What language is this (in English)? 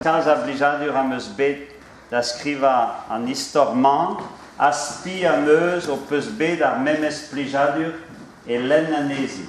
Breton